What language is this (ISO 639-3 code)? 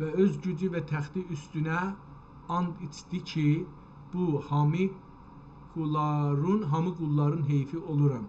azb